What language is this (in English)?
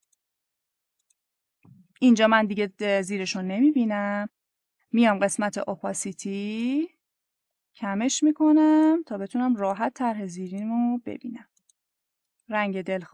Persian